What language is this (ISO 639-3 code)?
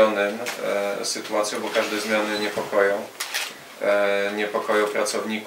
pol